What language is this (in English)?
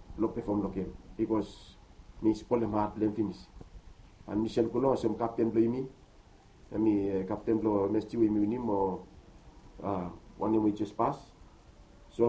Bislama